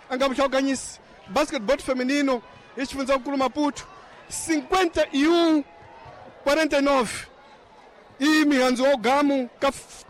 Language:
Tsonga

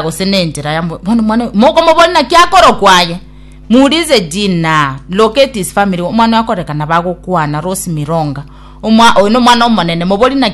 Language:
Gusii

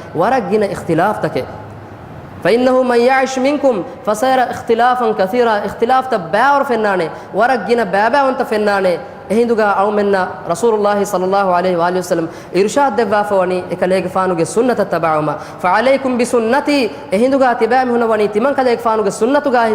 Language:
Divehi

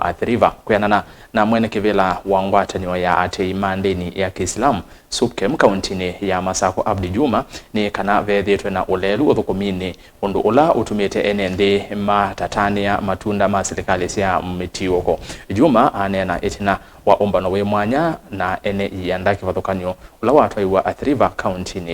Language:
Kamba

